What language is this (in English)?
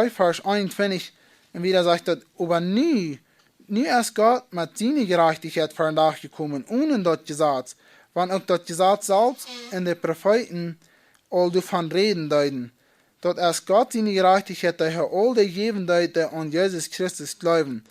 Plautdietsch